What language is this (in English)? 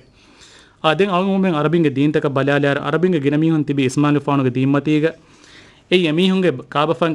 Divehi